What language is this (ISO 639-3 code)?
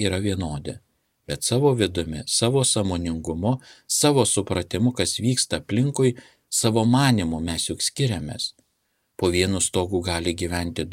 lit